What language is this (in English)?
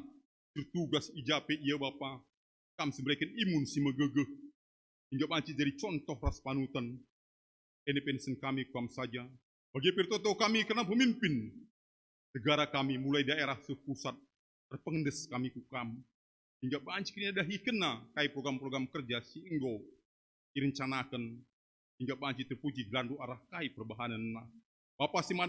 Batak Karo